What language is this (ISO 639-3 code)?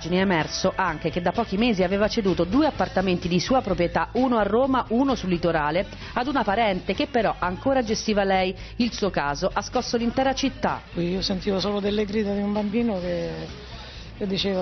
ita